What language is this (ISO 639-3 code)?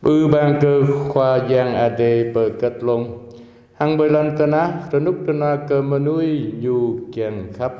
jra